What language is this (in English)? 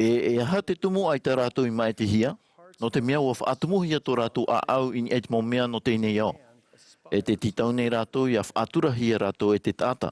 Tahitian